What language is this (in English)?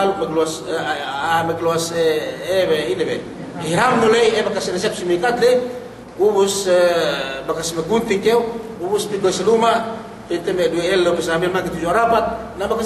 Yakan